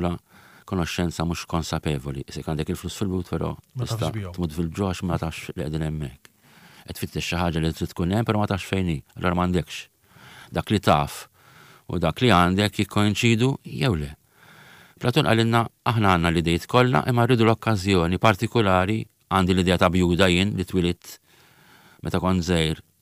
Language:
Maltese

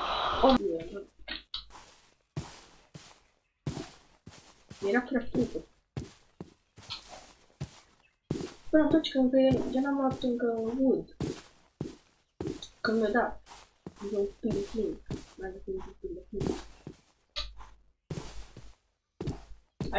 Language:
Romanian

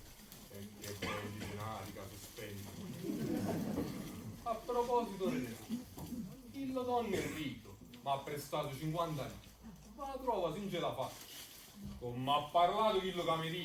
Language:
Neapolitan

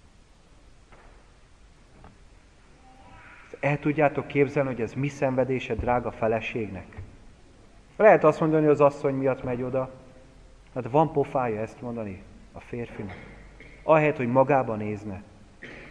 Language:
Hungarian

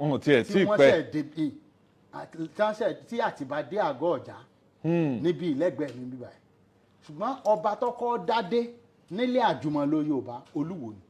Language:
Yoruba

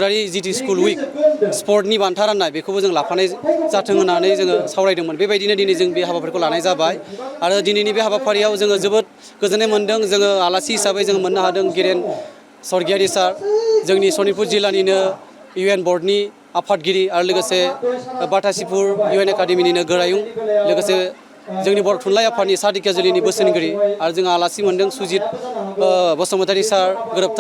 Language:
Bodo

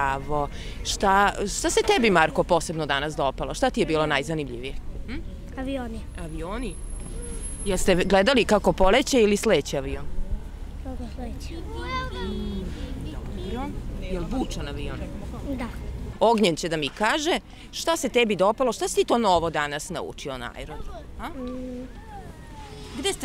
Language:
Serbian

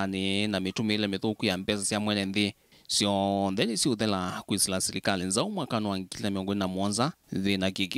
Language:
Kamba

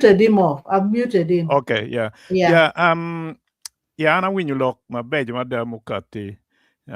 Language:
Acoli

